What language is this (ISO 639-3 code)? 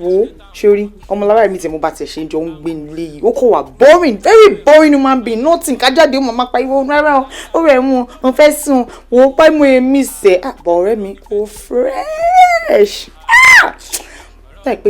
yor